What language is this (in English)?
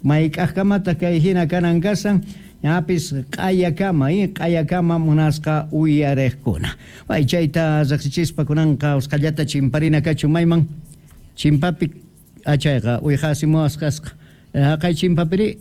South Bolivian Quechua